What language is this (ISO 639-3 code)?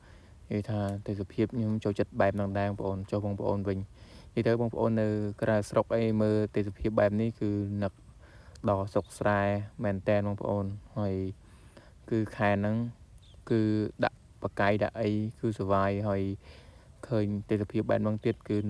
khm